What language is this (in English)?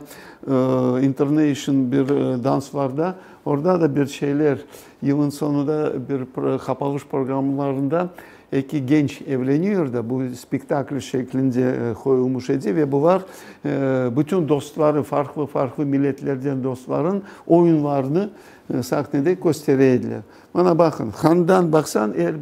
Crimean Tatar